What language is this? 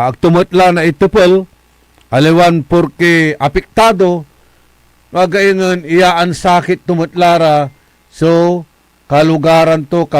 Pangasinan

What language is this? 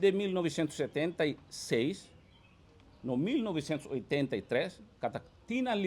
Tetum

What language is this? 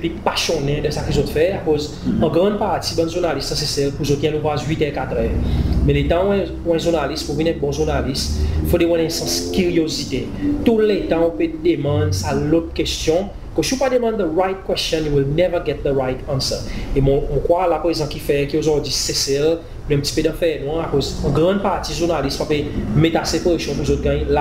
Seselwa Creole French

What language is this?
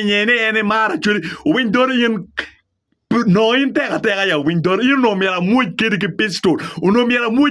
Acoli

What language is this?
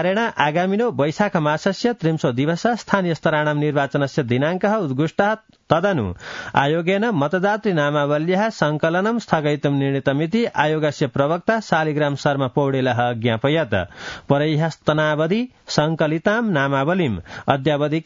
Sanskrit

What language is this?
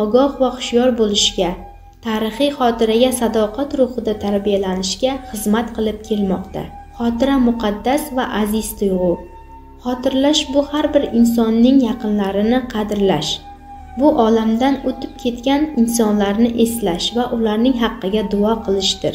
Uzbek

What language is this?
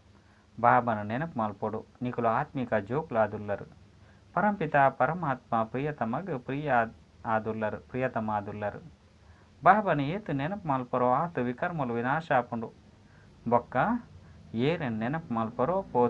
Tulu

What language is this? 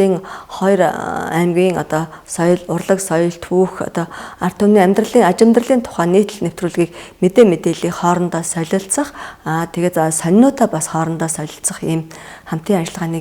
Mongolian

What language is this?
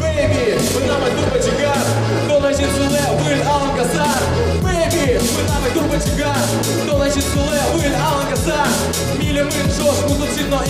Udmurt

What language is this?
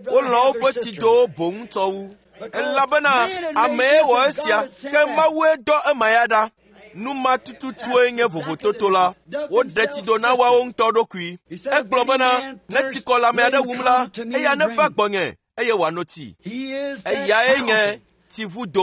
Ewe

